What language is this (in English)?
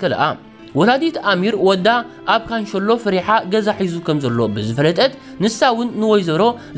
Tigrinya